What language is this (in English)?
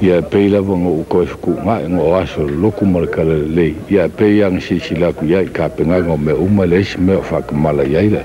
Samoan